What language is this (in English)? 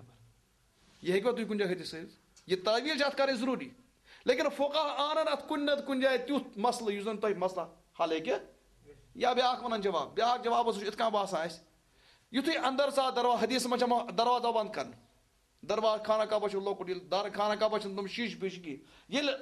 Kashmiri